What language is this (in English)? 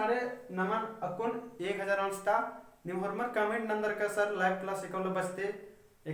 Kurukh